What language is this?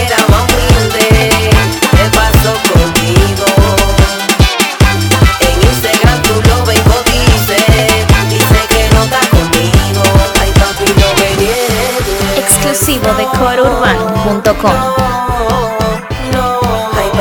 Spanish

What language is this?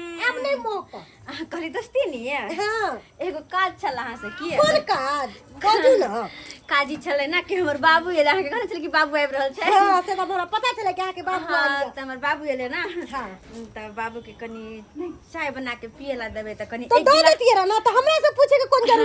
Maithili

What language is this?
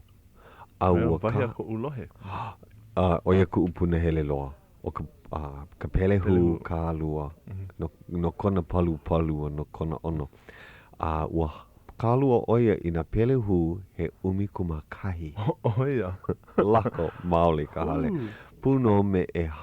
Hawaiian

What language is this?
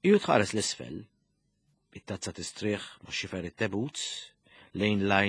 Maltese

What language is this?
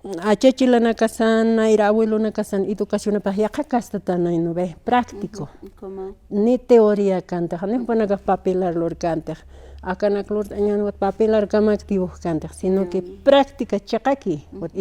Aymara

